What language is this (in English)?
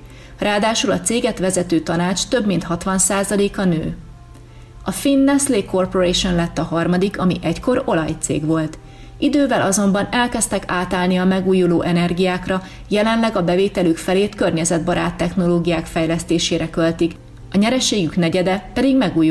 Hungarian